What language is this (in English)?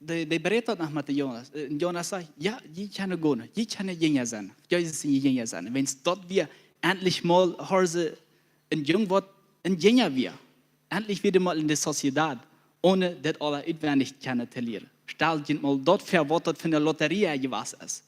Plautdietsch